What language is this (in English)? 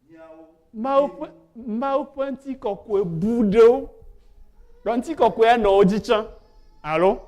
Ewe